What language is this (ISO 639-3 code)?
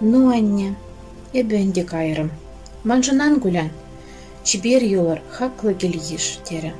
chv